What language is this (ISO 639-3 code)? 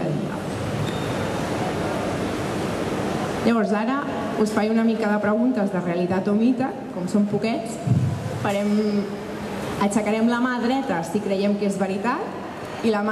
cat